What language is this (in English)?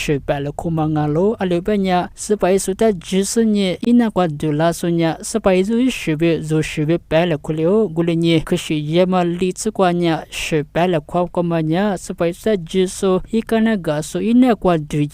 Lisu